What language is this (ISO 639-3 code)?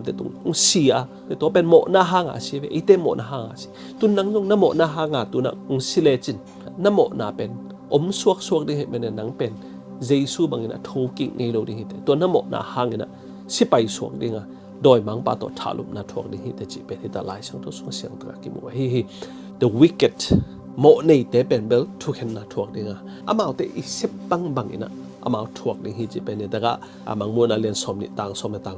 ctd